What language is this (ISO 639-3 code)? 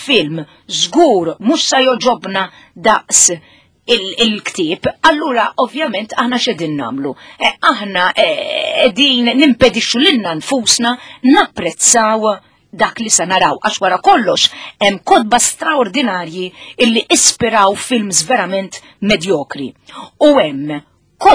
mlt